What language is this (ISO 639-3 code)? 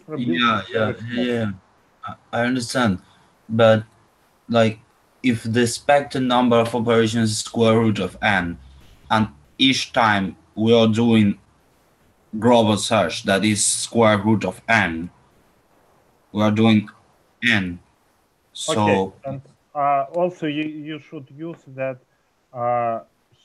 eng